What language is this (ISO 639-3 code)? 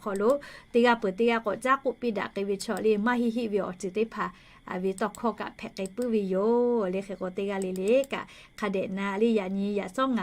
lhu